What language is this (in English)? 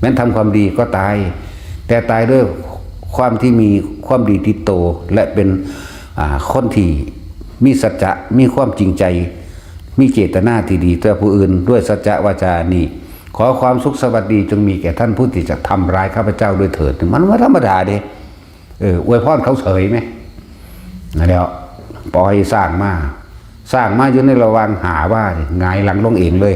Northeastern Thai